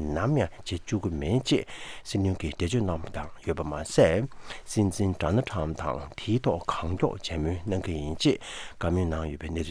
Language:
Tibetan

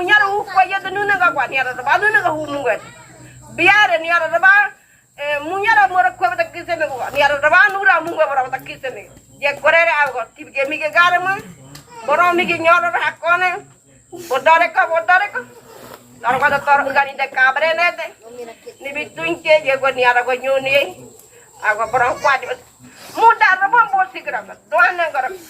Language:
Ngäbere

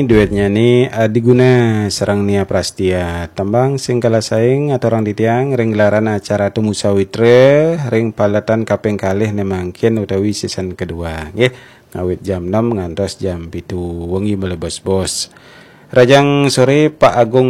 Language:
Balinese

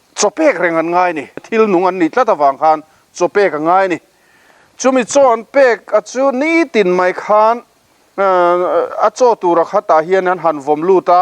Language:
Mizo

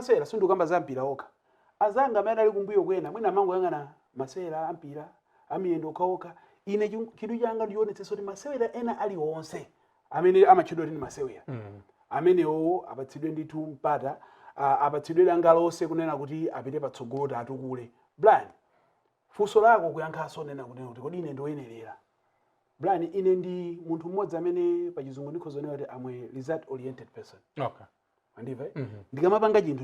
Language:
Nyanja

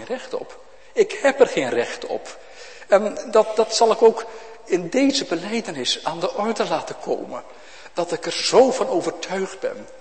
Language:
Dutch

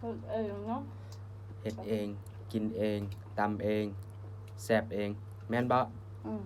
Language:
Lao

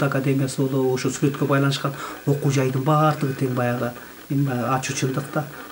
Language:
Kyrgyz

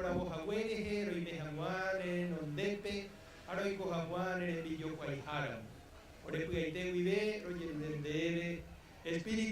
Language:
Guarani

